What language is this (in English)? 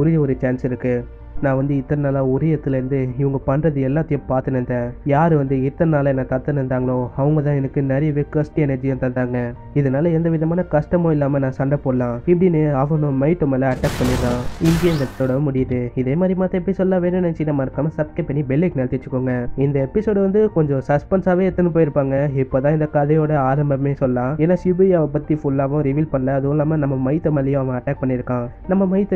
Tamil